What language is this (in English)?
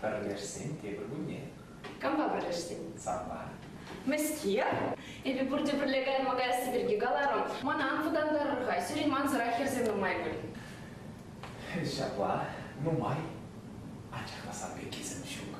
Chuvash